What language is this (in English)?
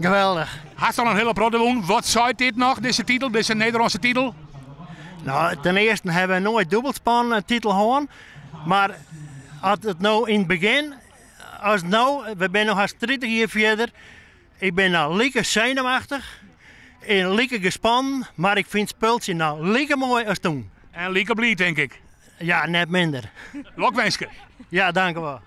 Western Frisian